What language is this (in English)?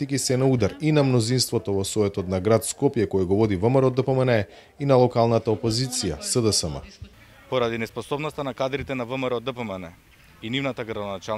Macedonian